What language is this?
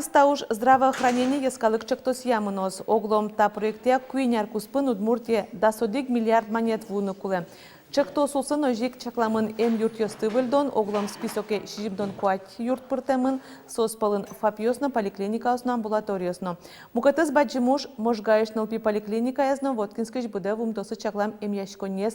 Udmurt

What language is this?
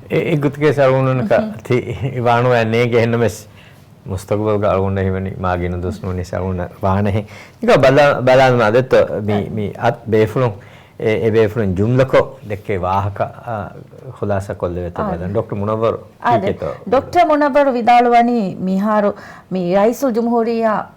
Divehi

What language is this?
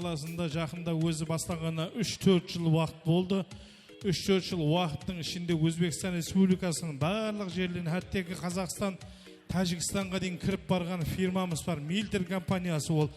Kara-Kalpak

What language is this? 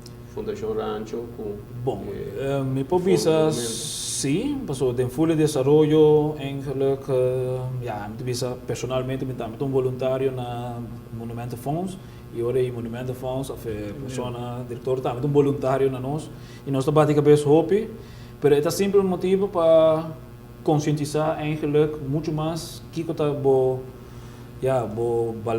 Papiamento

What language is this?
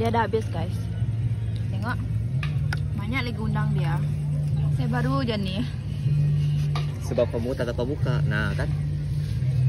Malay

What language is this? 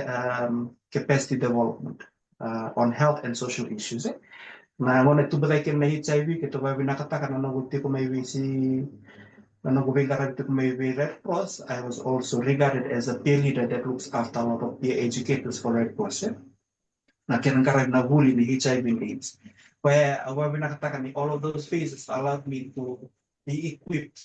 Fijian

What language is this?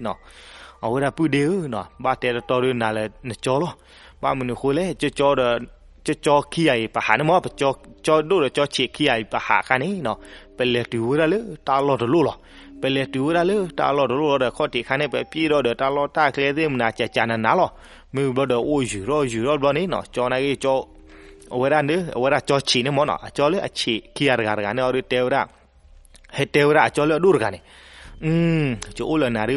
S'gaw Karen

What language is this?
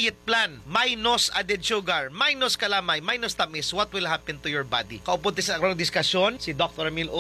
Hiligaynon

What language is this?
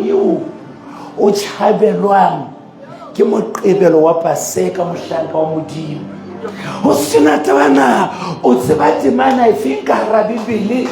Southern Sotho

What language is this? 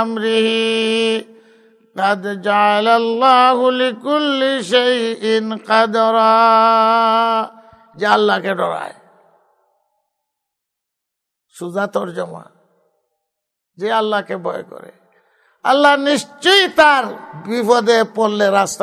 Bangla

